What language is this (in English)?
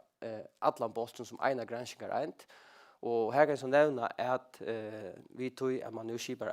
Faroese